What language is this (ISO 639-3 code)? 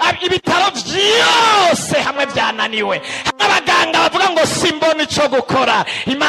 run